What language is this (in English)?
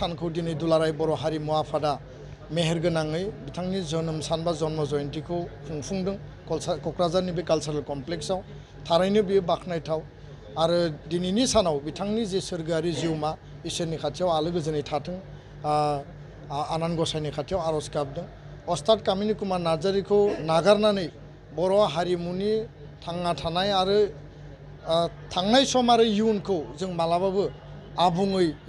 Bodo